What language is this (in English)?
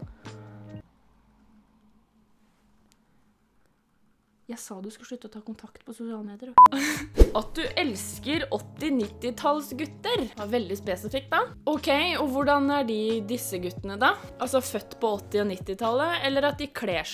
Norwegian